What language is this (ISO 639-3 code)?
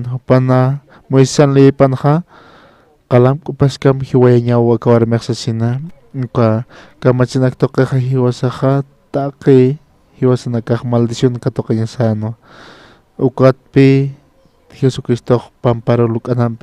aym